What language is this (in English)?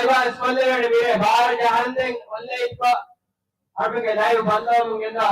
Divehi